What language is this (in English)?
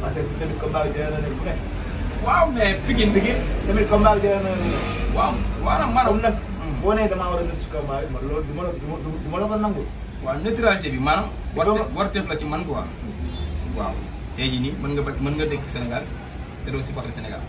Wolof